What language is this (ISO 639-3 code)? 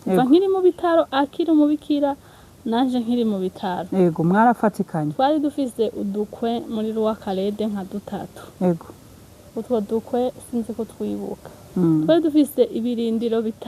run